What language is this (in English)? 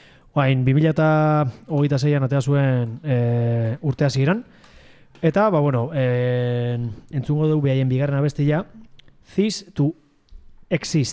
Basque